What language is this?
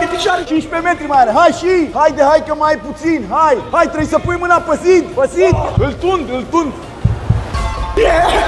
Romanian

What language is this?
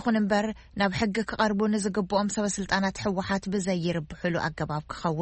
Tigrinya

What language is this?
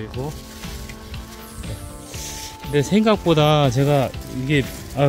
Korean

